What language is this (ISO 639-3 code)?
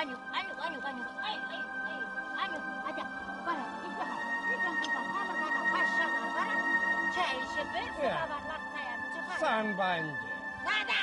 chv